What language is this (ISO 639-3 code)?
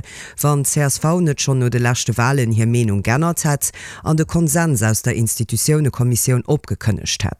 ltz